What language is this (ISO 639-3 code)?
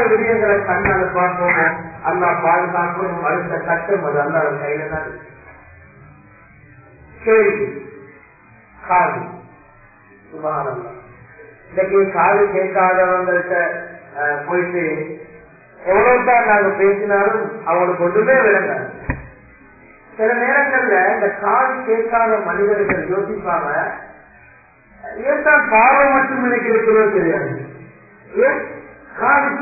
tam